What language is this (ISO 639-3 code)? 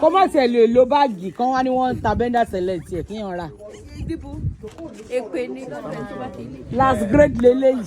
yor